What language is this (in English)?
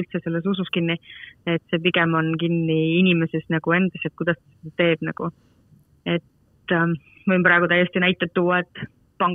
Estonian